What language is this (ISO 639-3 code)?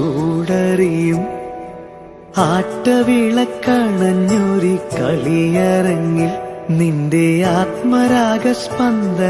mal